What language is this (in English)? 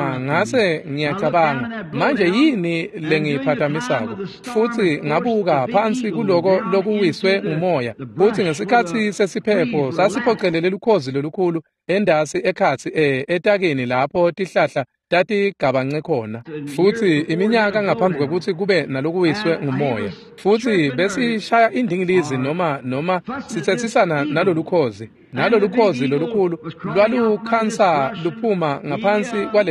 Swati